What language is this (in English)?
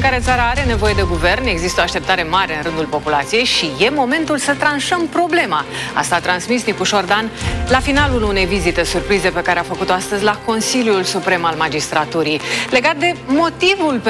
Romanian